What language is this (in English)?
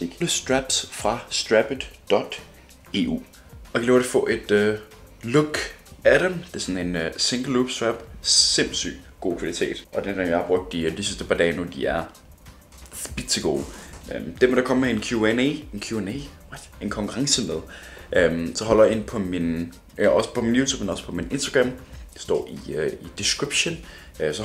Danish